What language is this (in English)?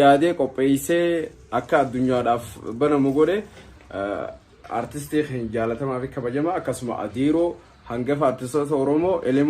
Oromo